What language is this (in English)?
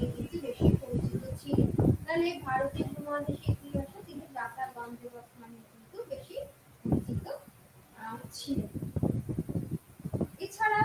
Bangla